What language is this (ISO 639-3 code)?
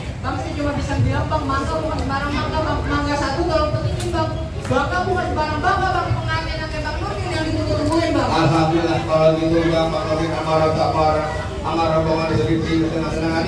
bew